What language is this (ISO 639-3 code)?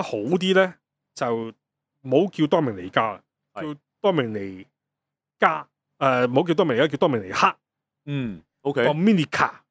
yue